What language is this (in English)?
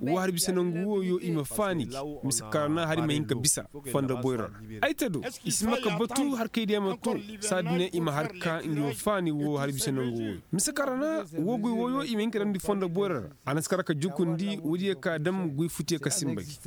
Koyraboro Senni